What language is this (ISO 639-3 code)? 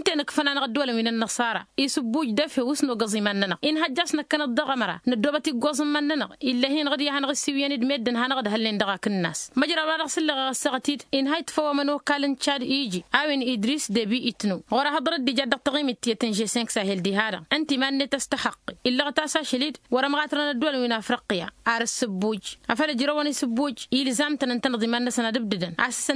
taq